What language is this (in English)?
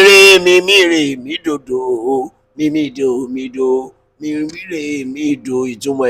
Yoruba